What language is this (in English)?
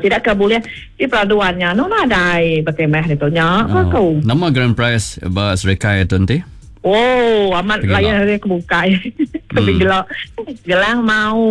Iban